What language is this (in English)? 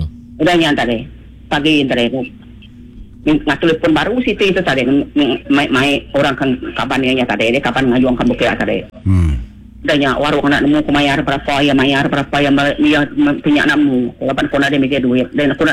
Iban